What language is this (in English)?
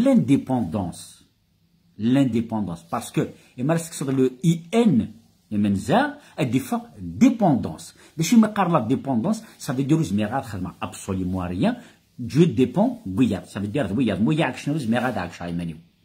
Kabyle